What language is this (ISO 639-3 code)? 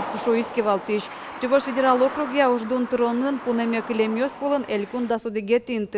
udm